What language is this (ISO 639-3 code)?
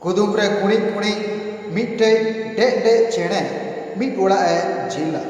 sat